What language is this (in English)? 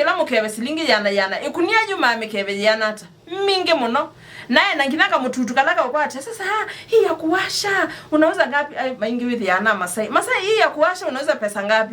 Kamba